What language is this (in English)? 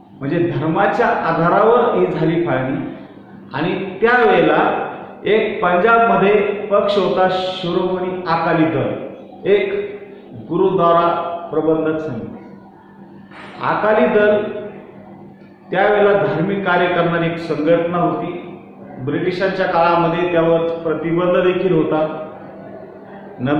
Marathi